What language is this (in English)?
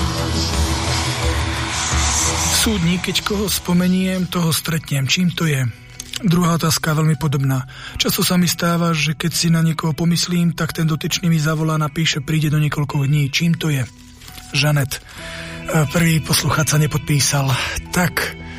Slovak